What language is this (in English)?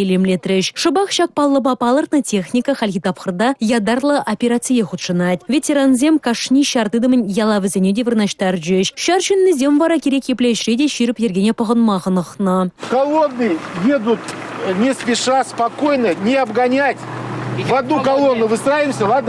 Chuvash